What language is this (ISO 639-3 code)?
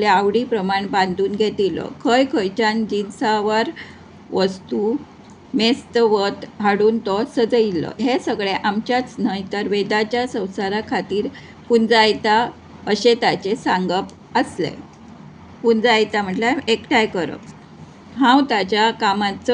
kok